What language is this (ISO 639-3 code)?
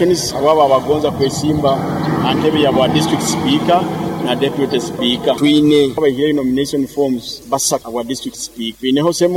nyo